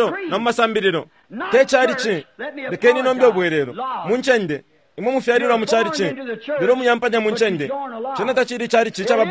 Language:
Bemba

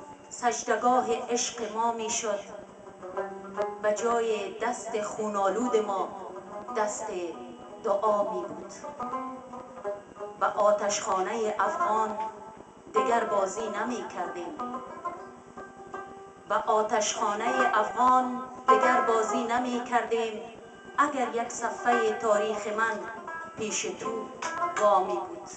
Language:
Persian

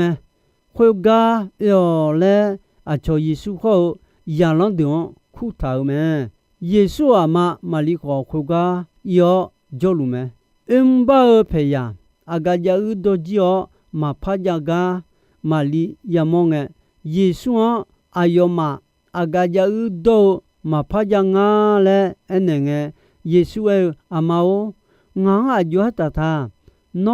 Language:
Akha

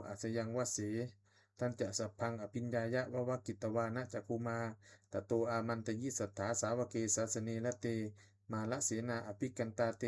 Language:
Pali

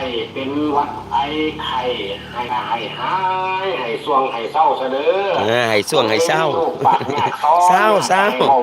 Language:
Northeastern Thai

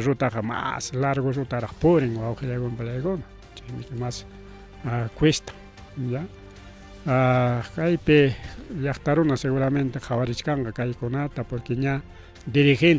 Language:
Ayacucho Quechua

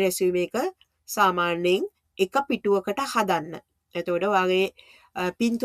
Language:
Sinhala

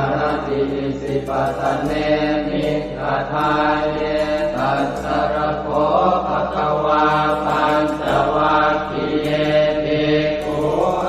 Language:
Pali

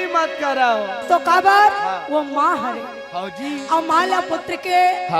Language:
Chhattisgarhi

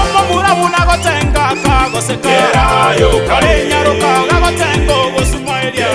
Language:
Gusii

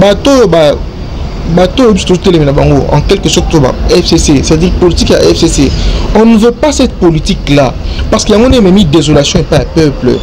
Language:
Lingala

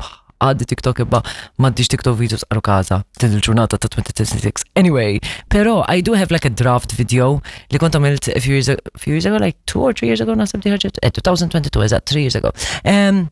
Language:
Maltese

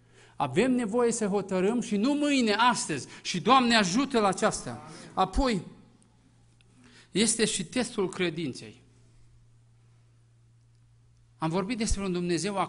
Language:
Romanian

